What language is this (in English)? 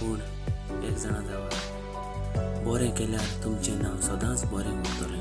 Konkani